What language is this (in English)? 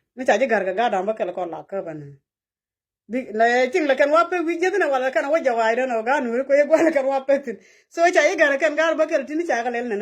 Nuer